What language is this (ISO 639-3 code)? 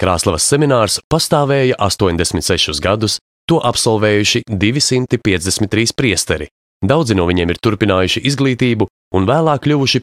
lav